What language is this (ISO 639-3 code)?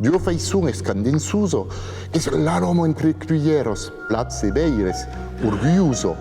oci